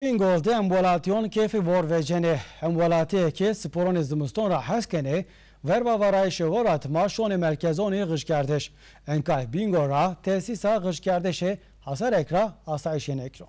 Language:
Zaza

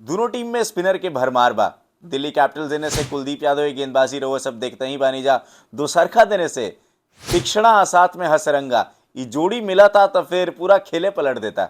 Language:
Bhojpuri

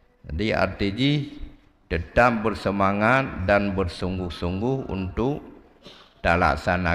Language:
Achinese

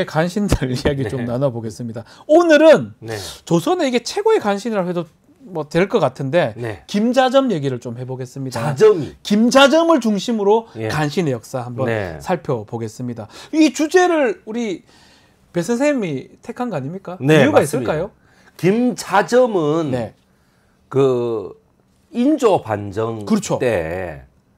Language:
Korean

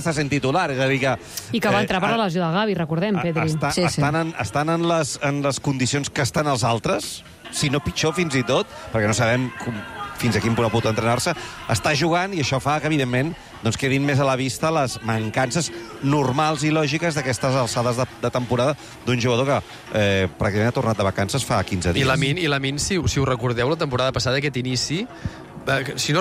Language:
Catalan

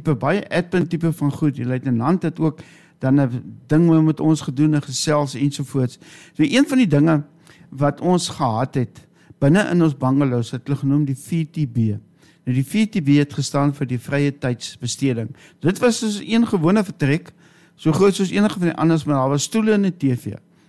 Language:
Afrikaans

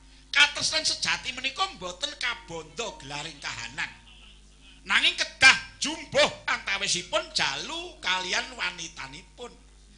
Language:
Javanese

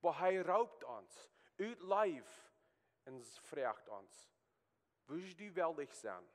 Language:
Plautdietsch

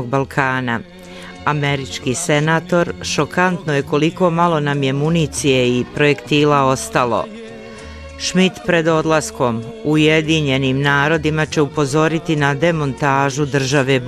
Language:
Bosnian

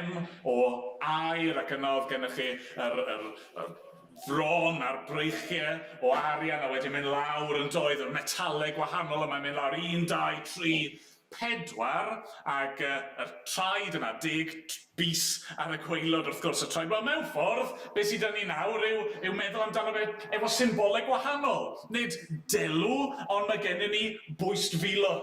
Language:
Welsh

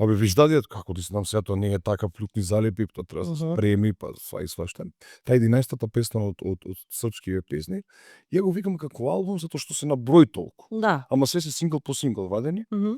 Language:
Macedonian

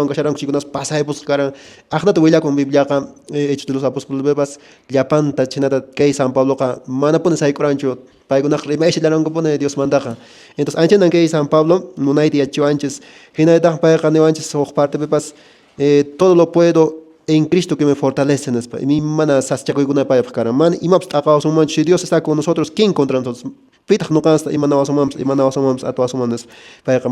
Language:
Quechua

